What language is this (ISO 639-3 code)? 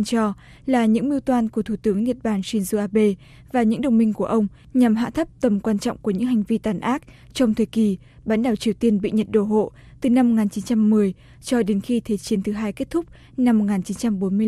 vie